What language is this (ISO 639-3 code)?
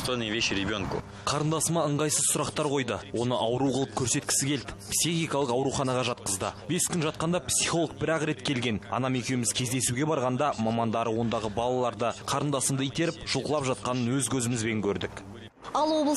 kaz